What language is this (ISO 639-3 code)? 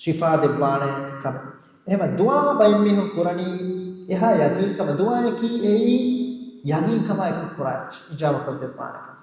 div